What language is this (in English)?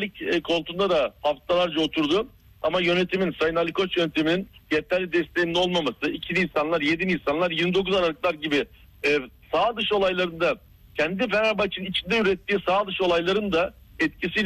Turkish